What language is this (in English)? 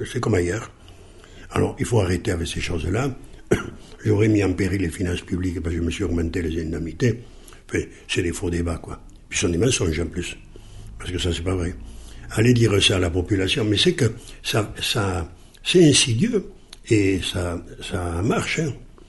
French